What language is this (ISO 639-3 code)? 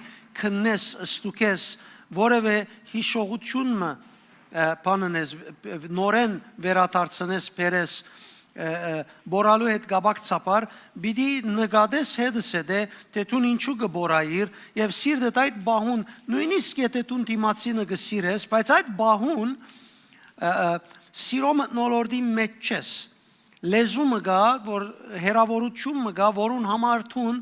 hyw